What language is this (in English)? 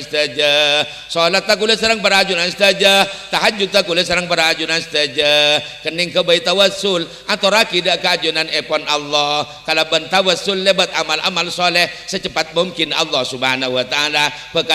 Madurese